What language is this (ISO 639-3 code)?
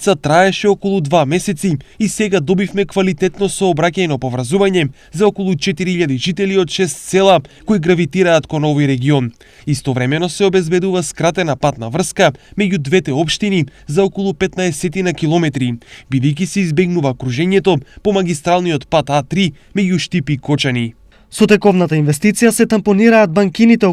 mkd